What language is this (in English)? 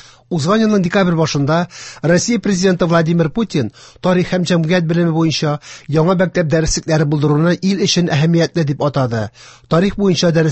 Tatar